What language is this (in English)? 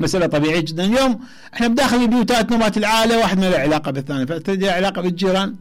Mesopotamian Arabic